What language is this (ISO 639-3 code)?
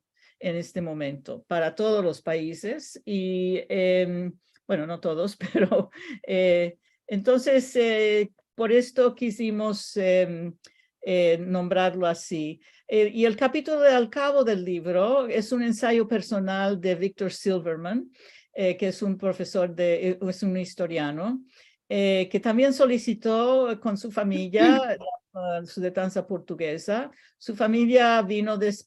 lad